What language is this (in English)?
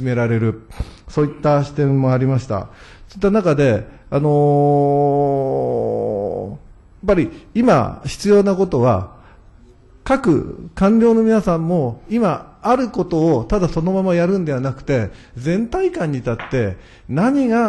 Japanese